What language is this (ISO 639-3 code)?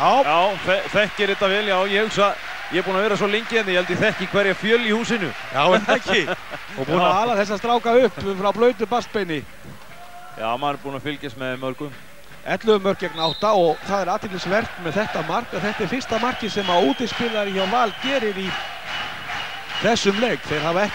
isl